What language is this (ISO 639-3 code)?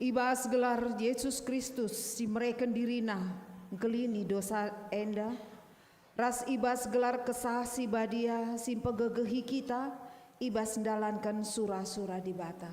btx